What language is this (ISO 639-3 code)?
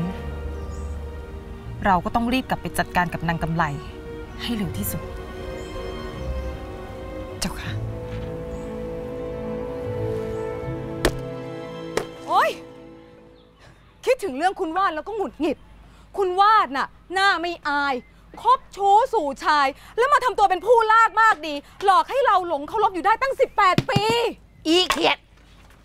tha